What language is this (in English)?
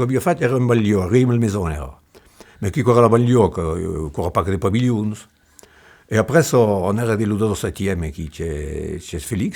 Occitan